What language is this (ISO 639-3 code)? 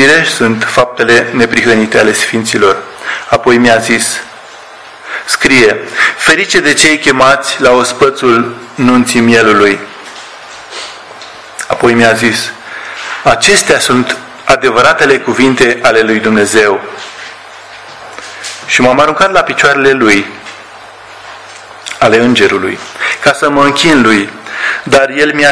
ron